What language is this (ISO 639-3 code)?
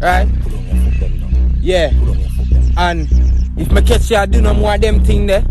jam